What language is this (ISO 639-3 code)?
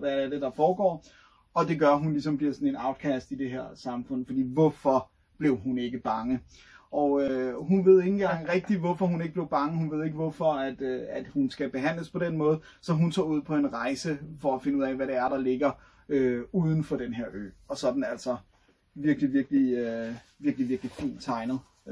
dan